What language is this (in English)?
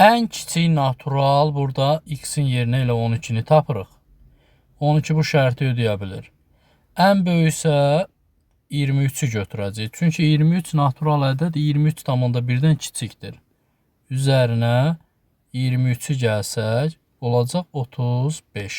Azerbaijani